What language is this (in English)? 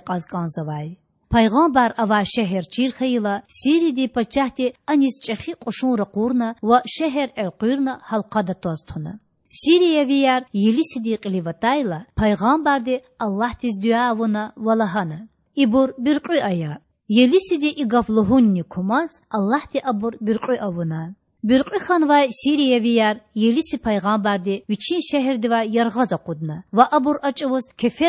Lezghian